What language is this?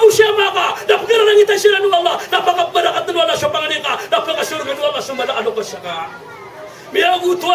Maranao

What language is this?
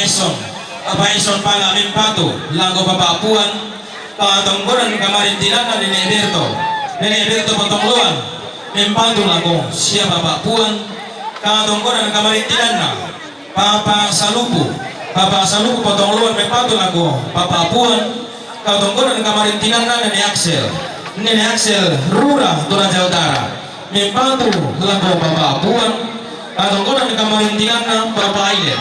Toraja-Sa'dan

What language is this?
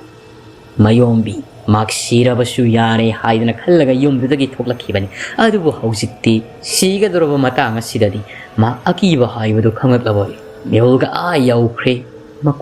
Manipuri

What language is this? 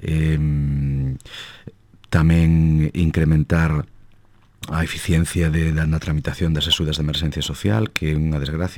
Galician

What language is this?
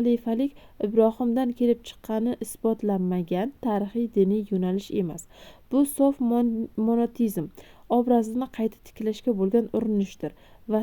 Uzbek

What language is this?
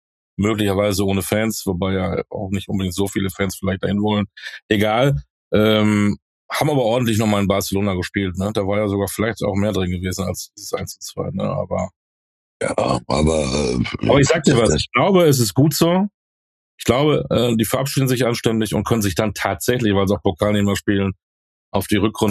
German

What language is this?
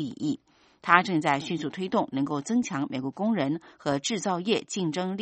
Chinese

